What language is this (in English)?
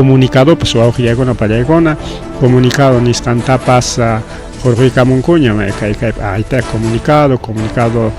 Ayacucho Quechua